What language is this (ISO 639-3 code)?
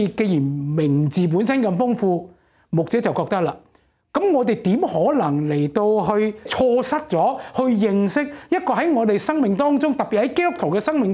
yue